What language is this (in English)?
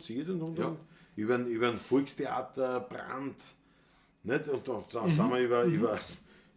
Bavarian